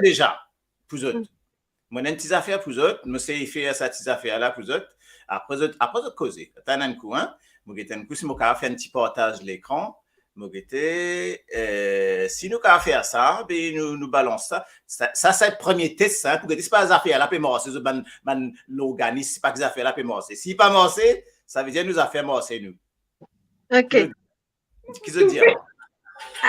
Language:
Morisyen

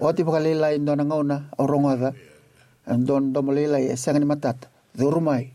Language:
Fijian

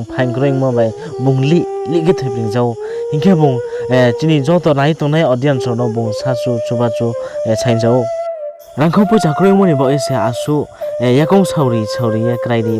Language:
Riang (India)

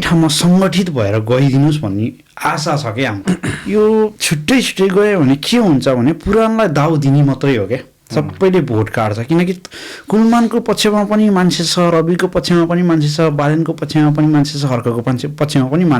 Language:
Nepali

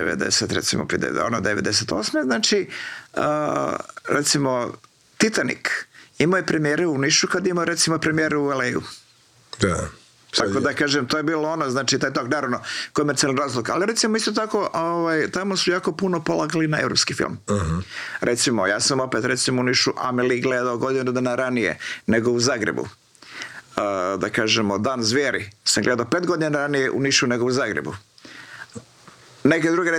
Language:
Croatian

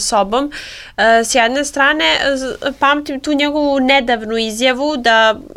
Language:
Serbian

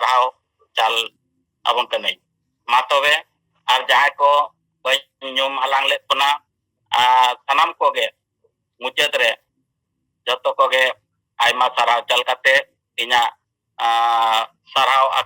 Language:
Santali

